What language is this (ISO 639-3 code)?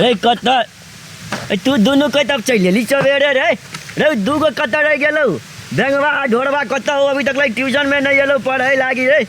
mai